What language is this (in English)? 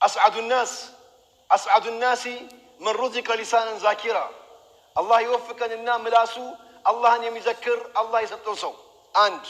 Amharic